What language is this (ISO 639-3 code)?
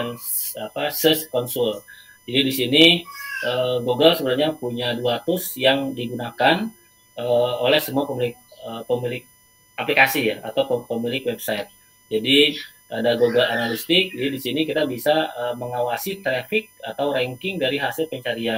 ind